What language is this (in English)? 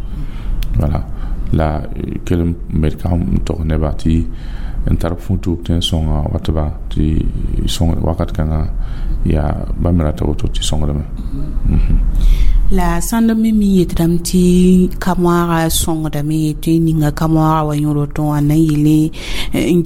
Mossi